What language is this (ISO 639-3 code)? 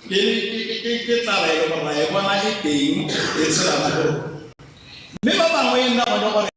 tsn